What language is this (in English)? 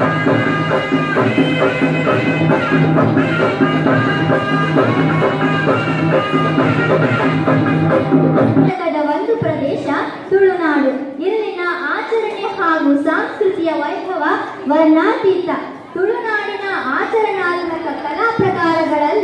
Kannada